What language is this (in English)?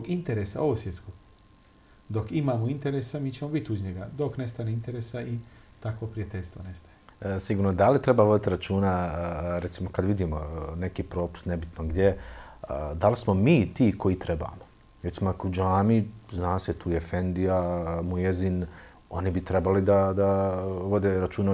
Bosnian